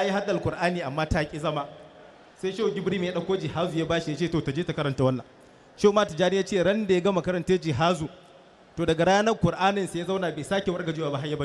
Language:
Hausa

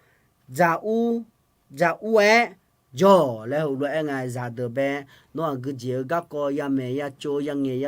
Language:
Akha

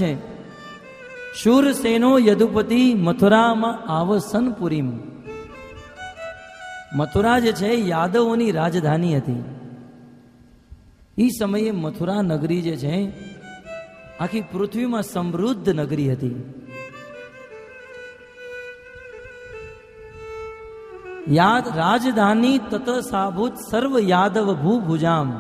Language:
Gujarati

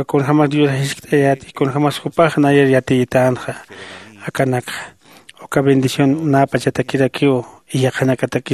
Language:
Aymara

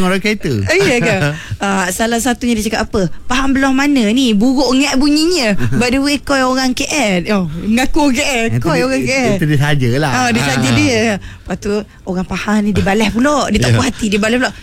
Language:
Malay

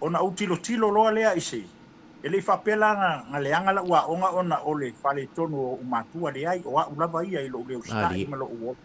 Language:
Samoan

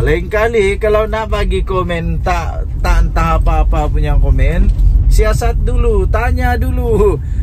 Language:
Malay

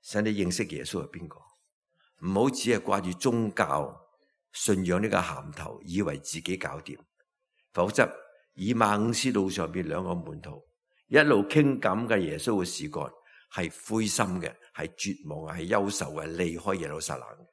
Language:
Cantonese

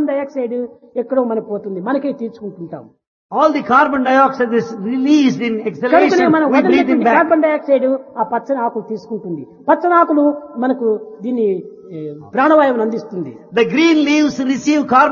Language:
Telugu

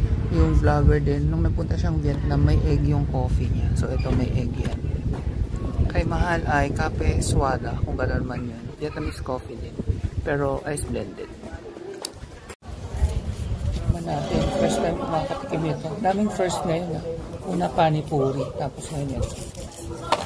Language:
Filipino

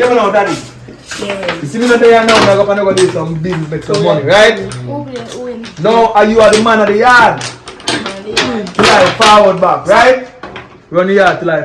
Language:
Jamaican Creole English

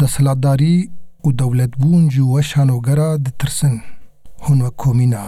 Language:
Kurdish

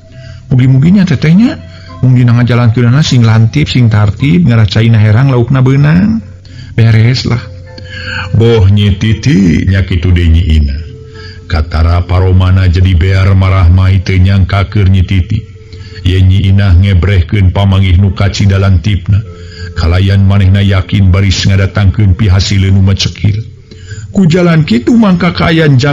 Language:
Sundanese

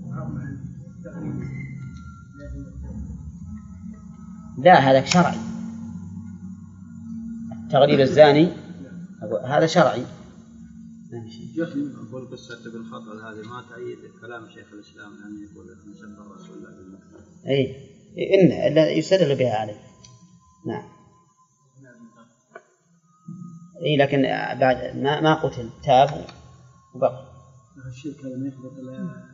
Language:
Arabic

